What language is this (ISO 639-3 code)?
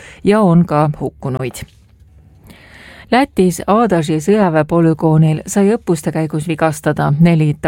est